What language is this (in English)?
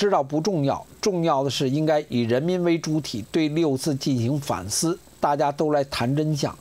Chinese